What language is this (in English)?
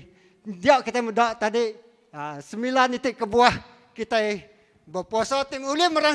Iban